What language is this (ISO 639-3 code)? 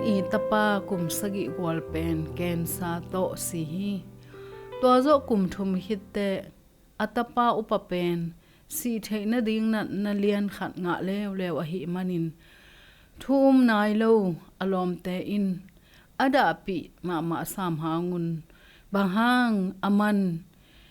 ctd